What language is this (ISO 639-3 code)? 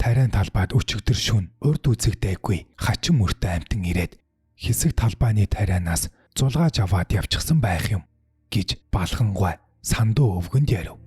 mon